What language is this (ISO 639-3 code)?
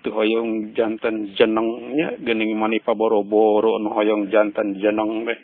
sun